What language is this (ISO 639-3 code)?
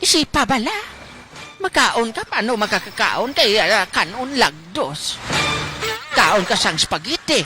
hil